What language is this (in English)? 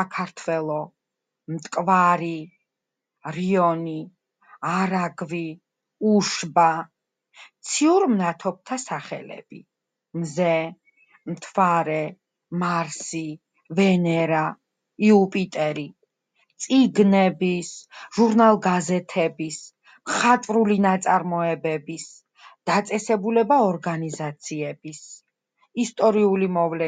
Georgian